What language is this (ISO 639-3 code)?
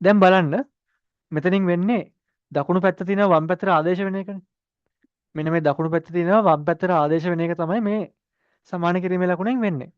sin